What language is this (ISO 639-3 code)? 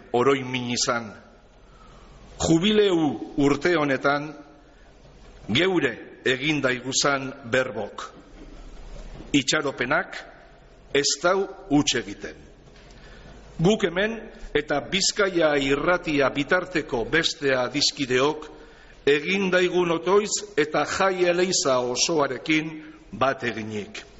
eus